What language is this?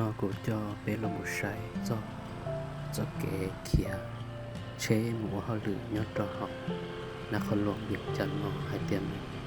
Hmong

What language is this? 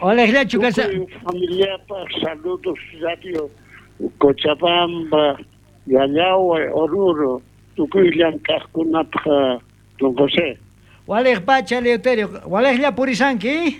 South Bolivian Quechua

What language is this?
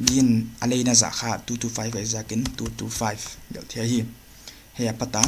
Paite Chin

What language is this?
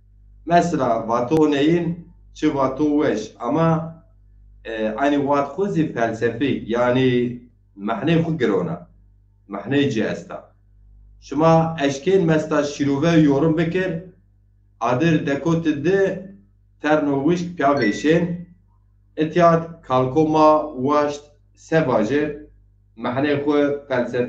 Zaza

